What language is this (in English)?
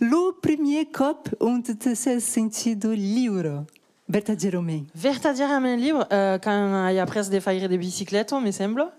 Occitan